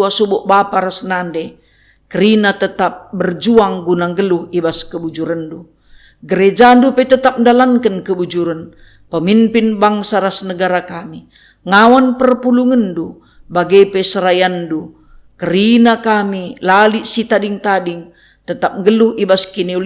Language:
Batak Karo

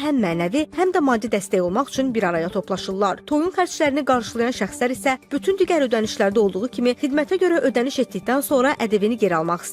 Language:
Azerbaijani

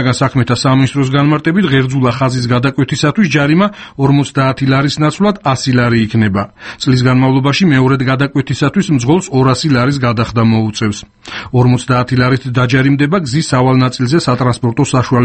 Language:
Georgian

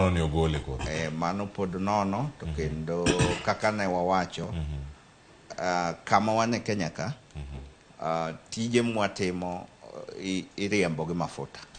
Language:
Luo (Kenya and Tanzania)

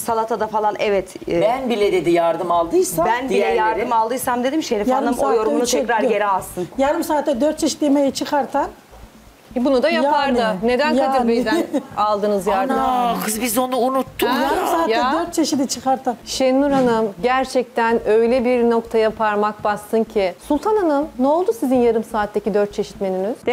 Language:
Turkish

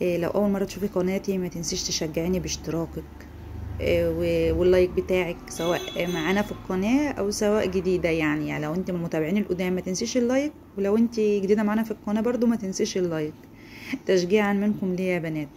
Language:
Egyptian Arabic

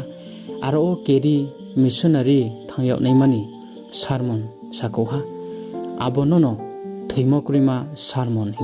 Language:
Riang (India)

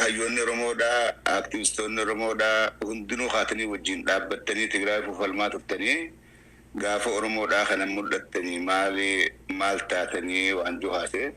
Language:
Oromo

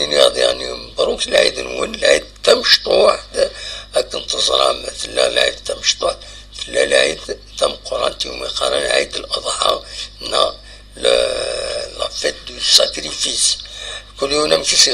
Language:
Kabyle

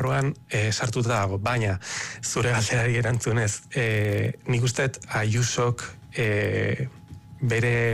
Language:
Basque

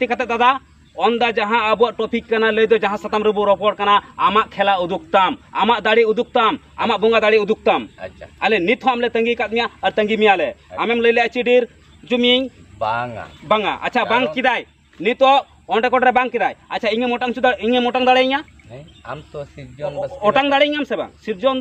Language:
Santali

